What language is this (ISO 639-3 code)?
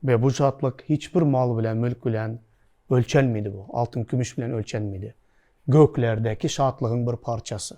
tuk